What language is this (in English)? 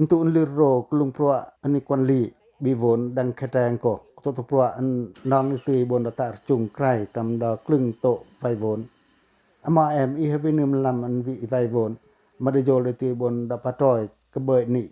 Pacoh